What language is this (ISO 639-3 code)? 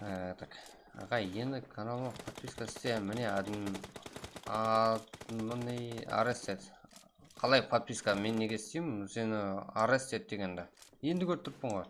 kaa